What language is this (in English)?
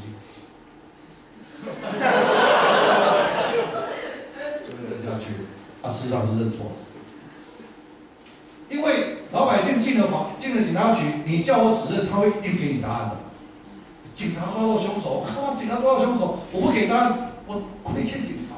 Chinese